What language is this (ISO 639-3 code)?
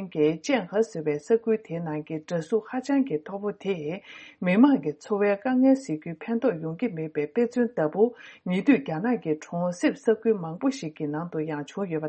bod